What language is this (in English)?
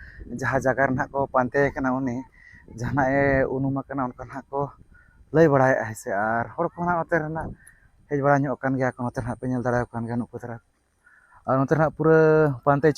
Santali